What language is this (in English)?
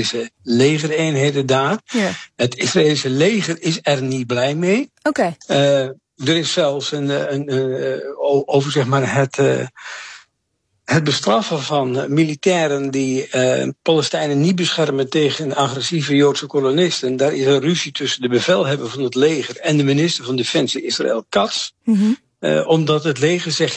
Dutch